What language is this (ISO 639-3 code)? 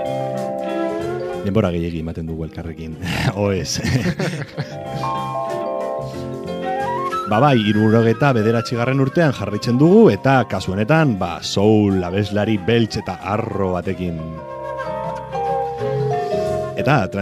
eus